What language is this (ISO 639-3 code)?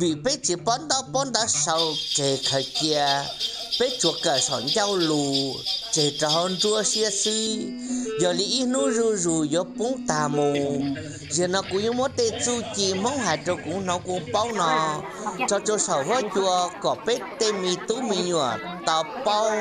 hmn